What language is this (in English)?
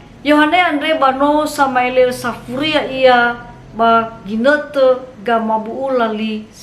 Nias